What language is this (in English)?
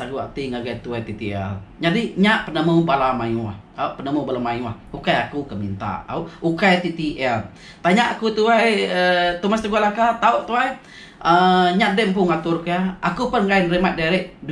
Iban